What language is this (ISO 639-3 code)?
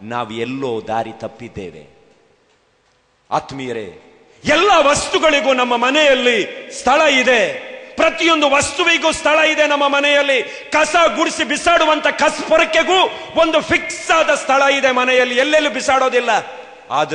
kan